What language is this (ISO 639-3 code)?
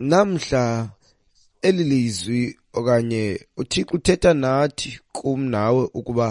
xho